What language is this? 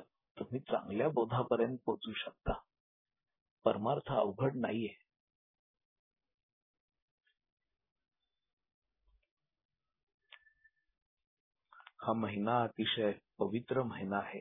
Marathi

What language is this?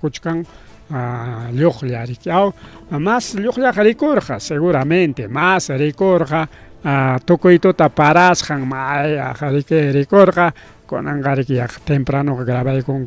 Ayacucho Quechua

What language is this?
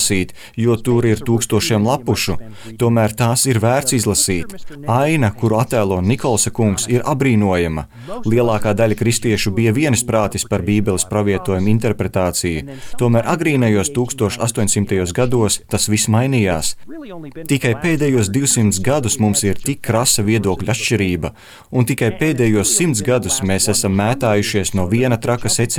Latvian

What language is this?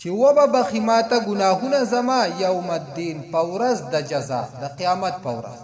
Pashto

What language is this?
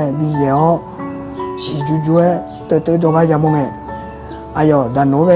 Akha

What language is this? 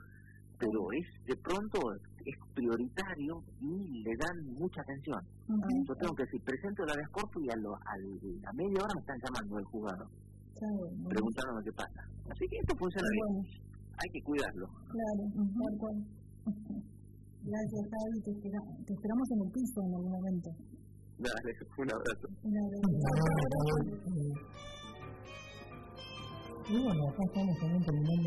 Spanish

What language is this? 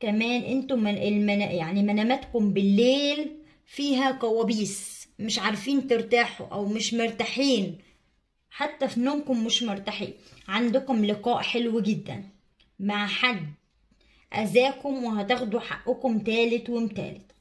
Egyptian Arabic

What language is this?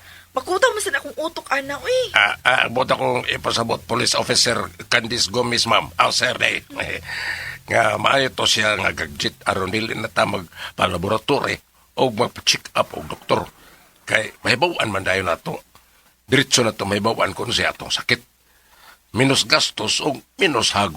Cebuano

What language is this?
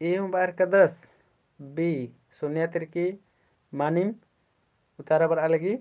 Kurukh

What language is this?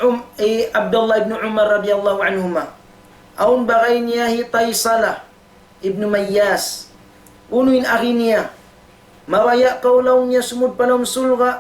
Tausug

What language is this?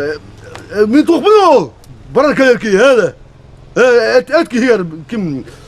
Yakut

